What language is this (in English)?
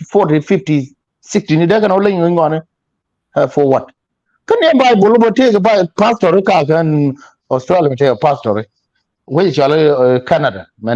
Nuer